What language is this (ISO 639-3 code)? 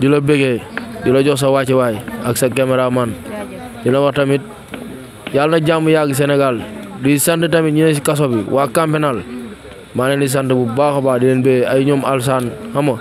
wol